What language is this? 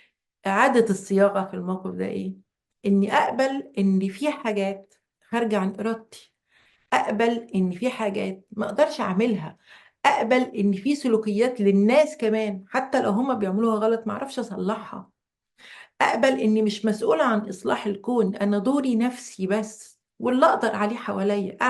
Egyptian Arabic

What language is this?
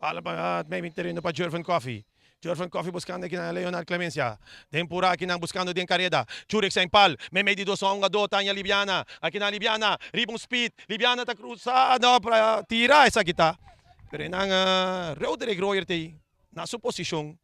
Papiamento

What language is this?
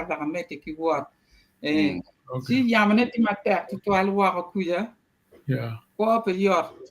Acoli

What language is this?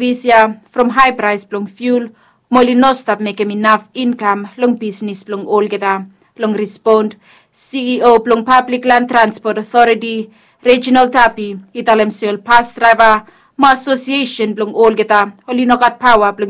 Bislama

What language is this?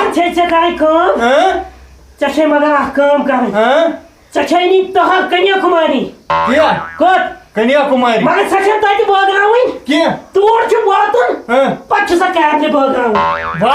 Kashmiri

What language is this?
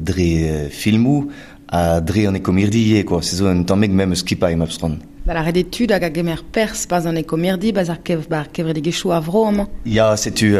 Breton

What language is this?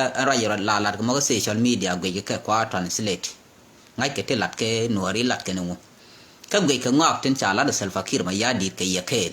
Nuer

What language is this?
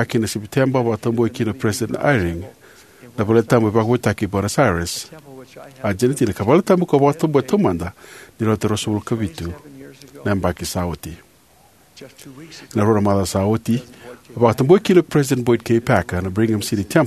Fijian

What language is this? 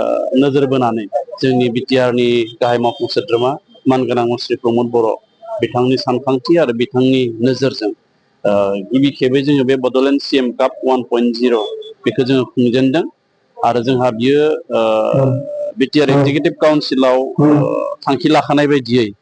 Bodo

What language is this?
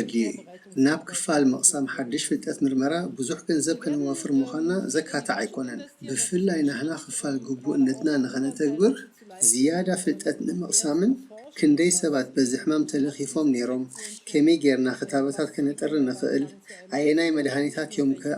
Tigrinya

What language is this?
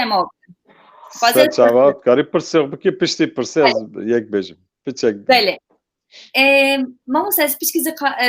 Kurdish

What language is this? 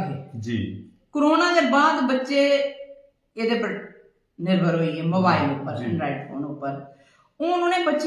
Dogri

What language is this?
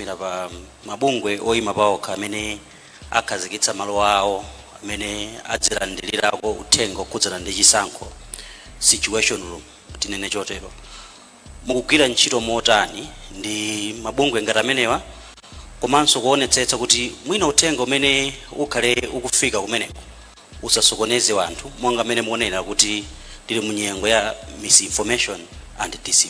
Nyanja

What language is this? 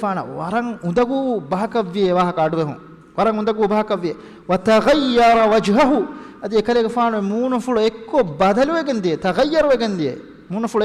Divehi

